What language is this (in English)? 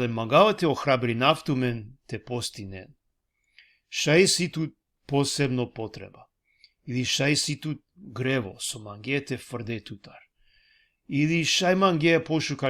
Balkan Romani